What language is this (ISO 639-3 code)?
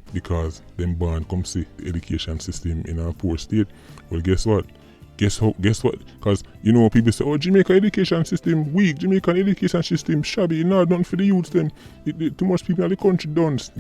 jam